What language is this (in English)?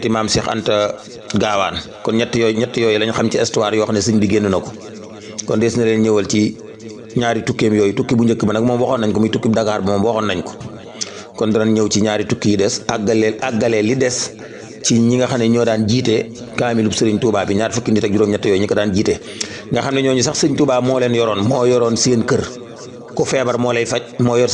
Wolof